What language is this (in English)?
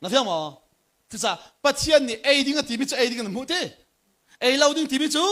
Hakha Chin